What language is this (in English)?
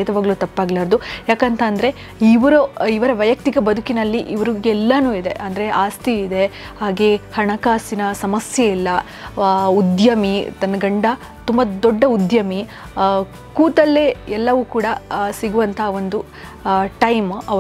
Kannada